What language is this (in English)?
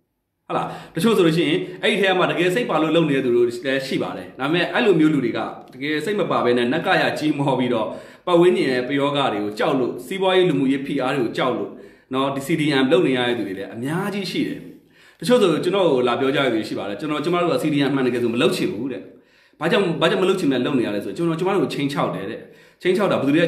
Burmese